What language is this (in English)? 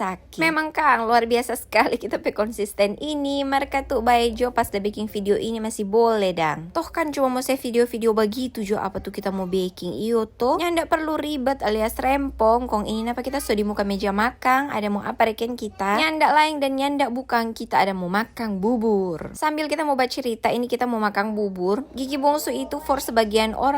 Manado Malay